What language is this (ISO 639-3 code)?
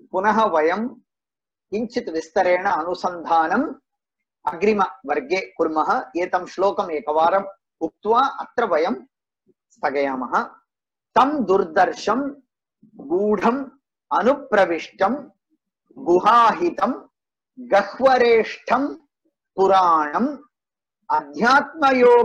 san